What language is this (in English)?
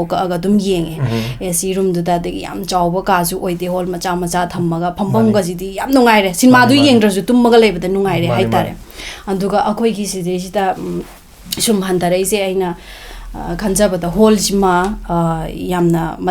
Manipuri